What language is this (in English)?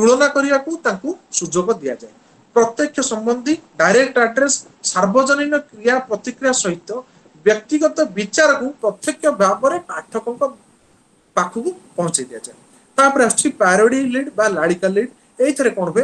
Odia